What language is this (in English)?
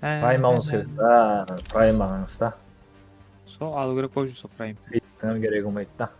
Kara-Kalpak